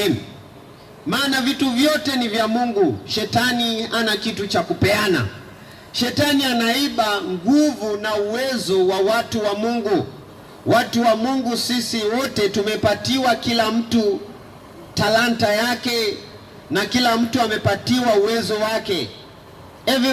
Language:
Swahili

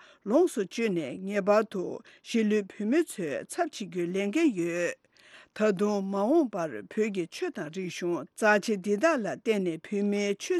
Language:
Tibetan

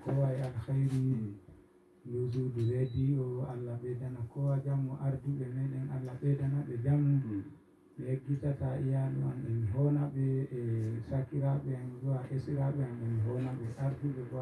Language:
Fula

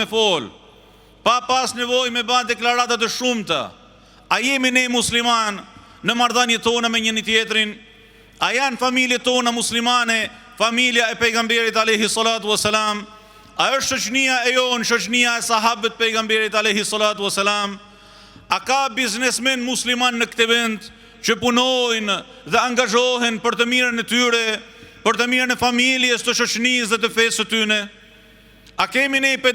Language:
Albanian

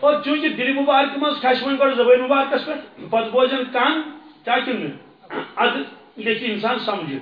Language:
Kashmiri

